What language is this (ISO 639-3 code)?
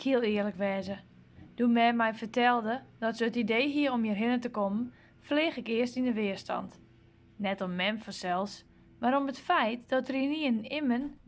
fry